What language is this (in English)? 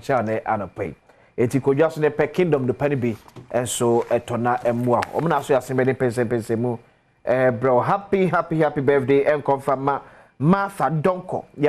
Akan